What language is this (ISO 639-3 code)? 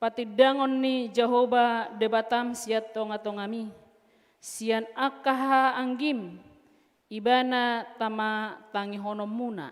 bbc